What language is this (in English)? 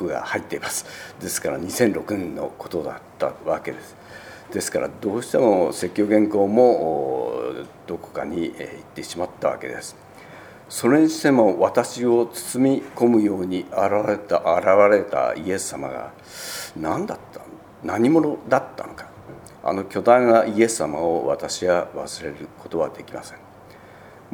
Japanese